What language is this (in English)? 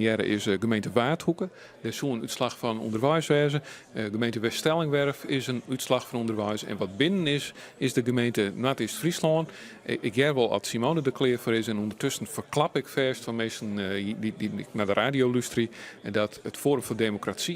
Western Frisian